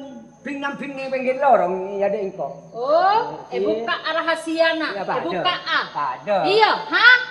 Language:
Madurese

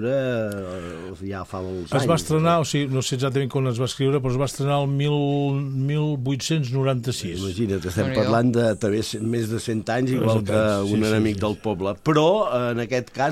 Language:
Catalan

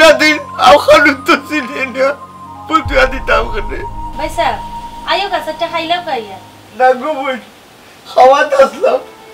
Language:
Sylheti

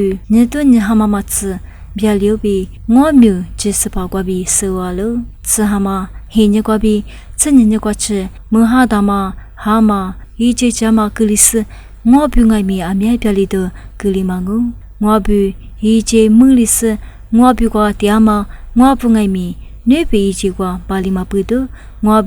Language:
Lisu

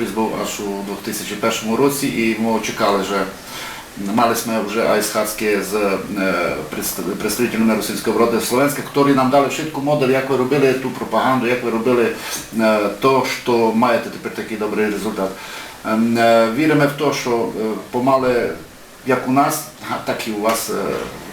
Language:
Rusyn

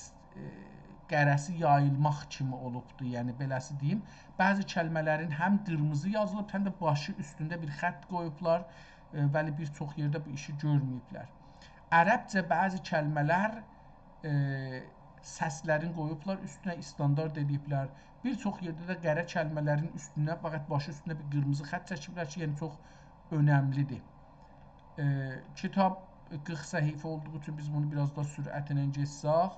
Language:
South Azerbaijani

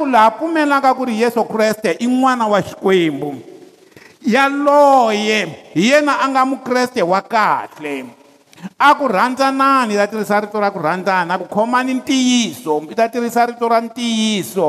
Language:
Tsonga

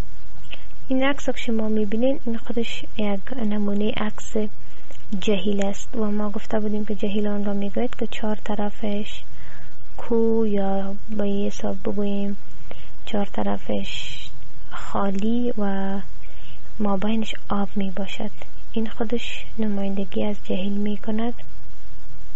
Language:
Persian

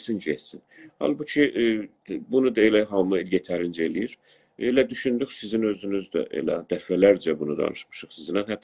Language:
South Azerbaijani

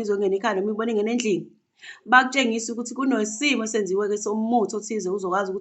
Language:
Zulu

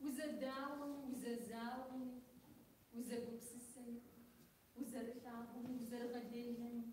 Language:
Kabardian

